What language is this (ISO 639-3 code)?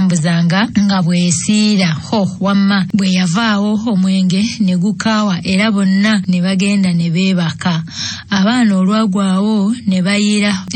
lug